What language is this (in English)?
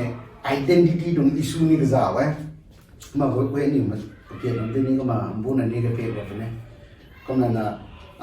Rongmei Naga